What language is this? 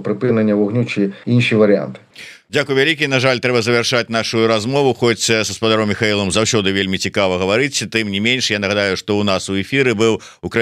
Belarusian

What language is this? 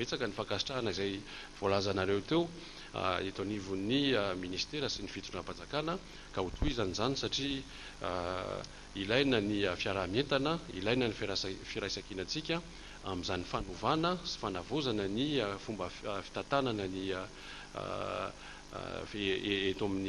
Malagasy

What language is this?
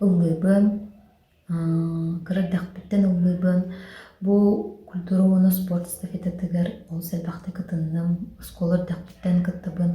Yakut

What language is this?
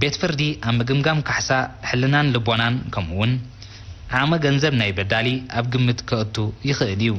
Tigrinya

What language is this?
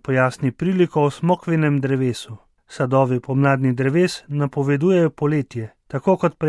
Slovenian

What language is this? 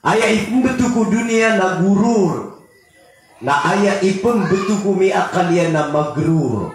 Maranao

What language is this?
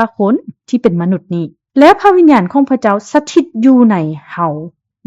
Lao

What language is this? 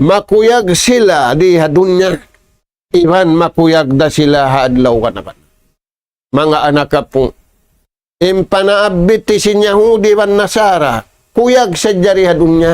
Tausug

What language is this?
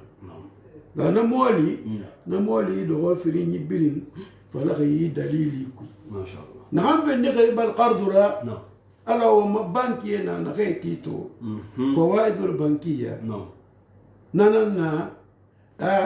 Susu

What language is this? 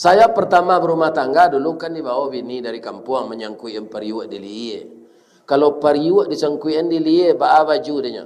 Minangkabau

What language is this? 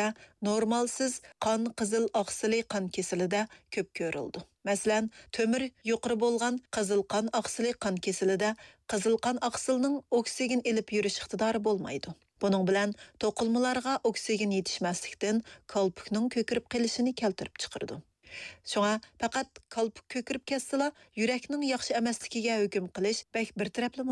Uyghur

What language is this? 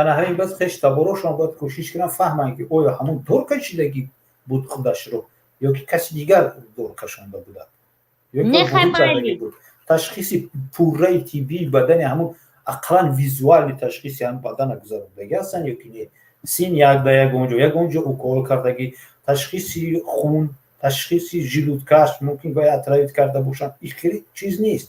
Tajik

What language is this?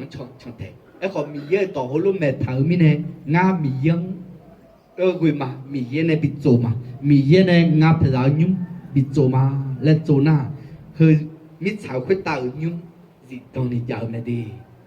Akha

